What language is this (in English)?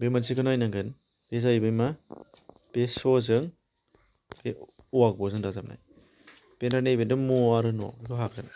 Bodo